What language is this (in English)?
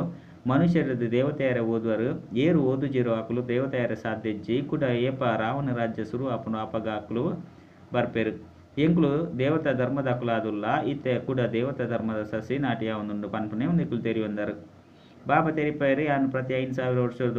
Tulu